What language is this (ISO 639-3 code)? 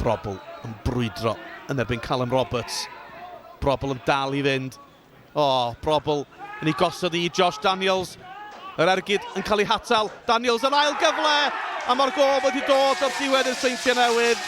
cym